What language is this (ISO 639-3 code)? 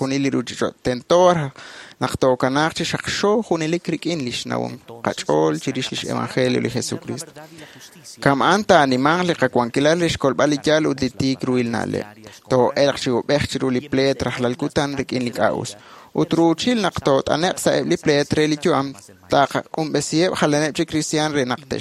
kek